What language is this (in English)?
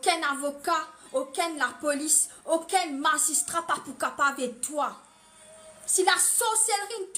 Morisyen